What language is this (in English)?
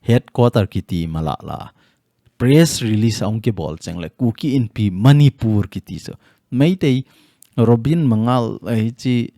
Thado Chin